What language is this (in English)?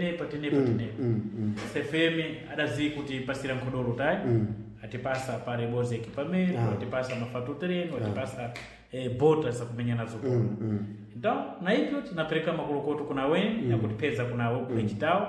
Sena